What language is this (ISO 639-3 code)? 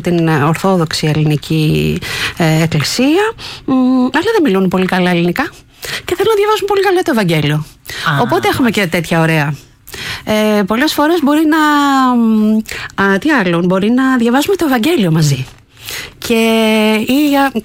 ell